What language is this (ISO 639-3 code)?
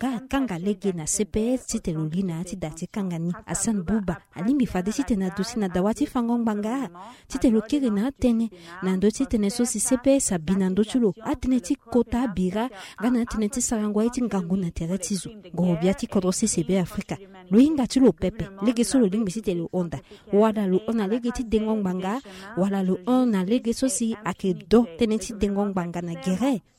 sag